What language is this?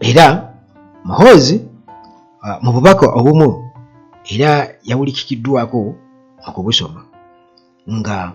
Ganda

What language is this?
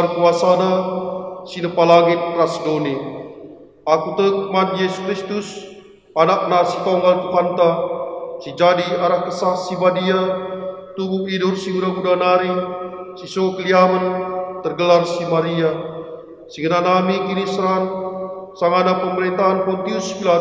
Batak Karo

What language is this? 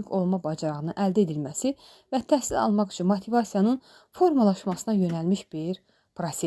Azerbaijani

